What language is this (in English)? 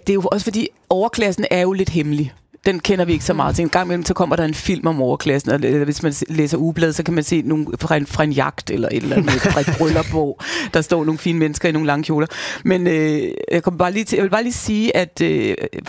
Danish